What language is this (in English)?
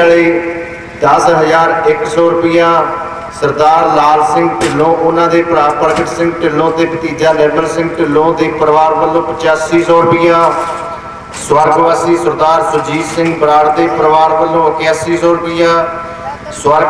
Punjabi